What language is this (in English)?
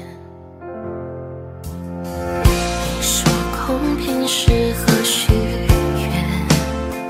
Chinese